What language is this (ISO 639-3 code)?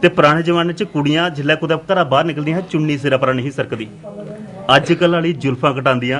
doi